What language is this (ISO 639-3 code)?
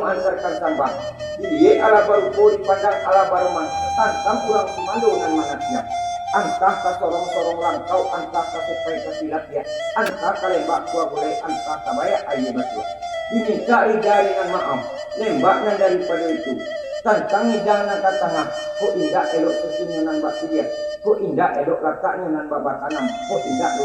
min